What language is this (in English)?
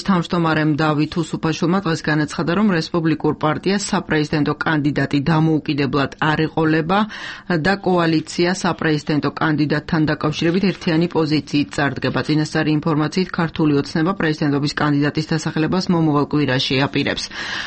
Georgian